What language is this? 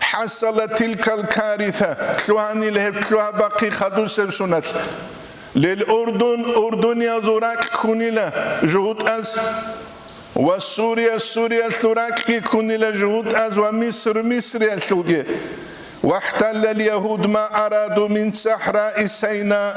Avaric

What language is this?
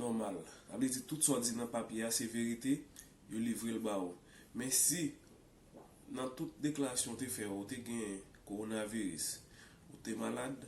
Haitian Creole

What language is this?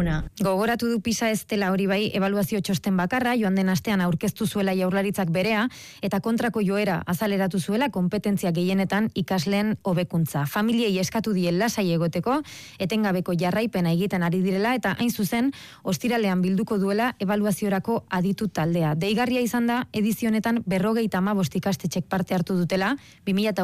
Basque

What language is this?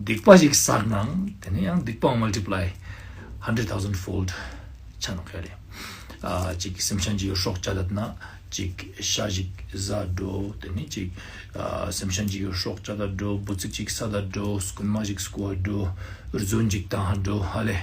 Ladakhi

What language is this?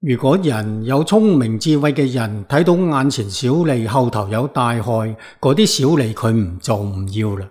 Cantonese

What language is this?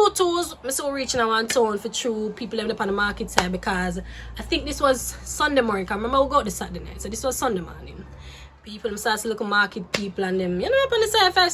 Jamaican Creole English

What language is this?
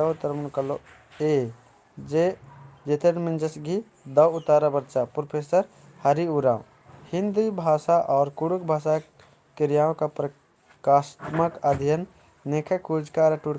Kurukh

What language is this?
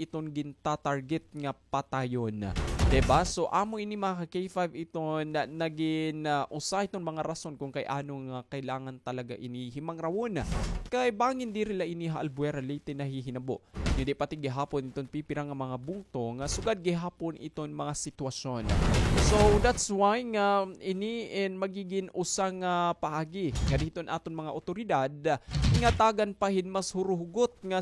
Waray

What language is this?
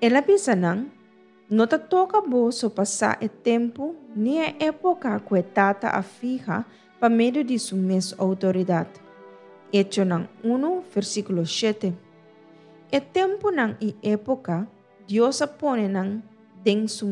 Papiamento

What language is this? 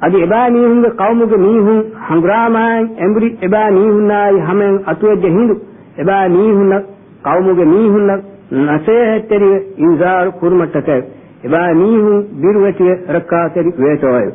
Divehi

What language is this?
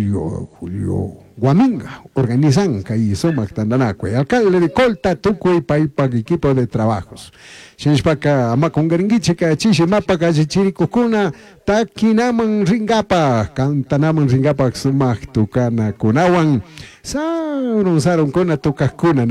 Chimborazo Highland Quichua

